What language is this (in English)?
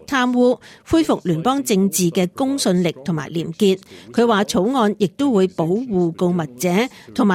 Cantonese